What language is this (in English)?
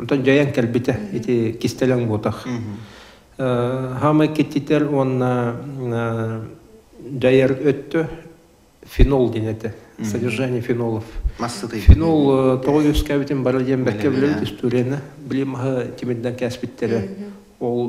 Yakut